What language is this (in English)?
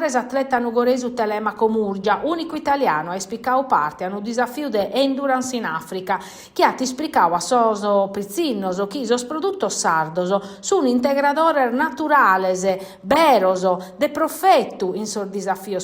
Sardinian